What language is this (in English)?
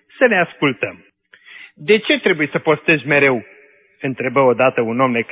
Romanian